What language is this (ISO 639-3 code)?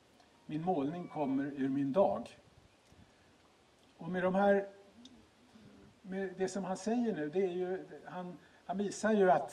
swe